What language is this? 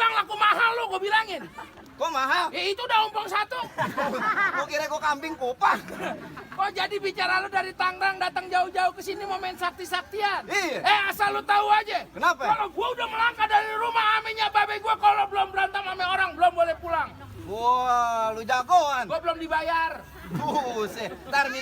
Betawi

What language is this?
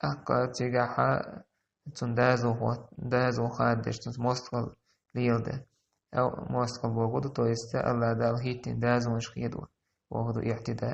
Chechen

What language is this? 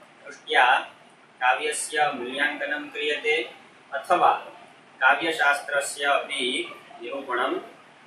Sanskrit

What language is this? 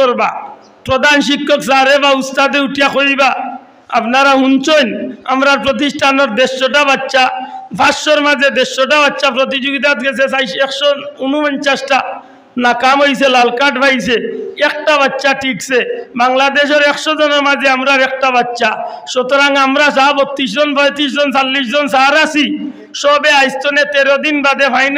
Sylheti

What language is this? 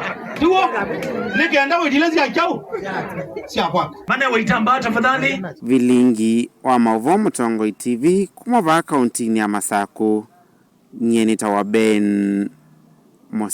Kamba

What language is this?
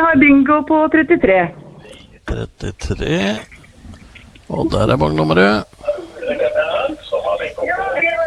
Norwegian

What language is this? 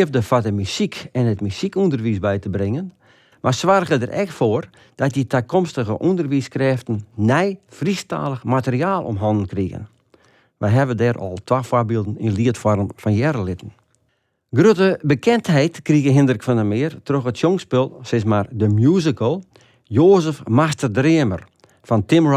Western Frisian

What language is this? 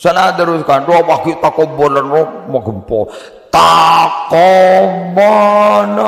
Madurese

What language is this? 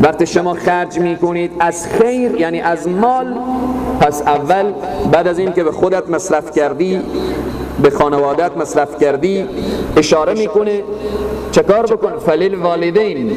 Persian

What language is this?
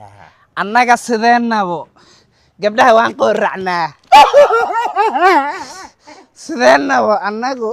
Somali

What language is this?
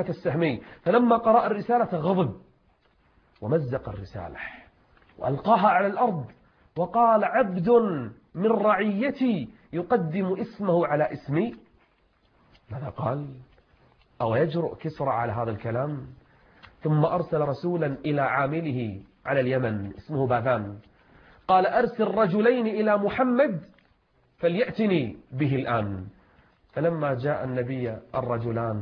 Arabic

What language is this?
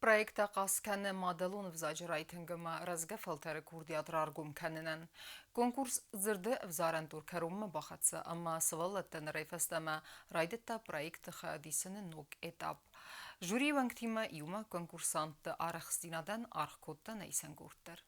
Ossetic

